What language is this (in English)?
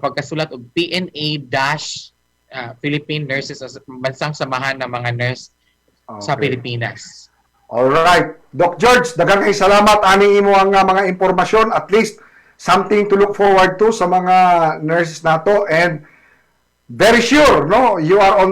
Cebuano